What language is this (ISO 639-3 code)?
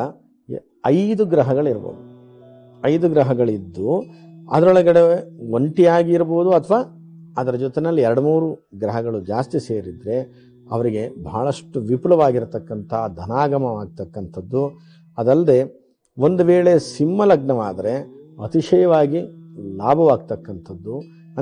kan